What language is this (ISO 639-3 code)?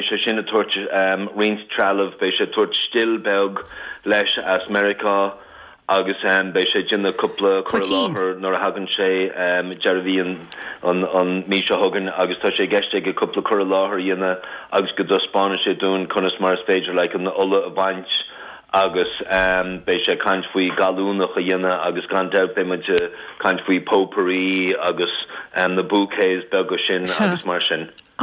gle